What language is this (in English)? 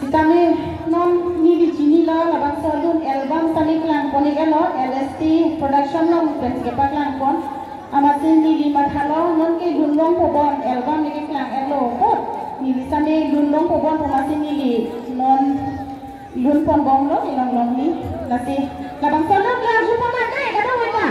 Karbi